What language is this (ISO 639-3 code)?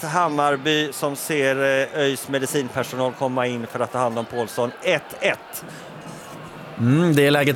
swe